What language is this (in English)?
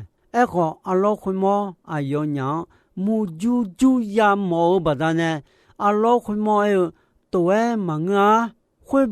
Akha